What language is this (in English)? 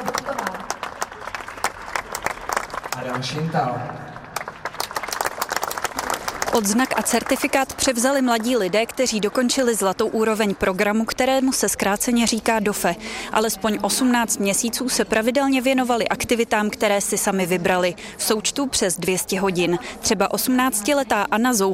Czech